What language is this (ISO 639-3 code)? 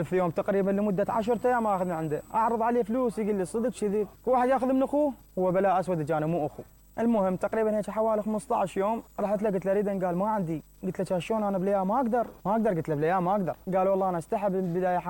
acm